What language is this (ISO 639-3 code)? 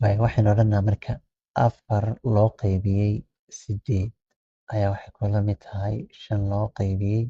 som